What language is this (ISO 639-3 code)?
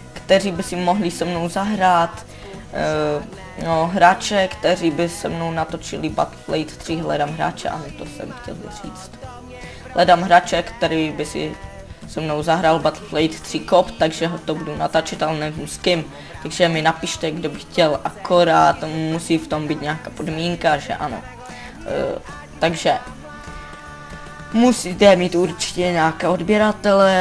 ces